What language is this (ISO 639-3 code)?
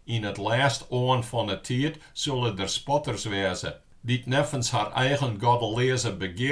fry